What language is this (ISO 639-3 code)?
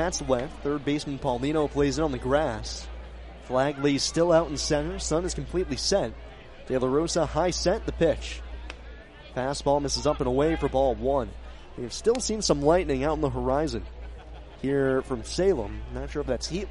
eng